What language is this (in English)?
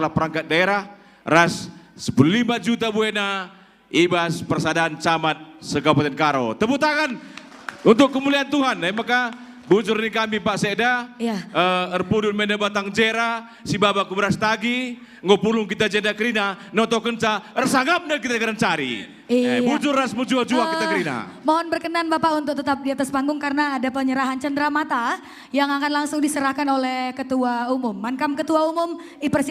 Batak Karo